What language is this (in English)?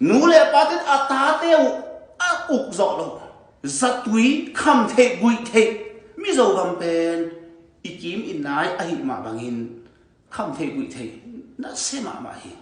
Tedim Chin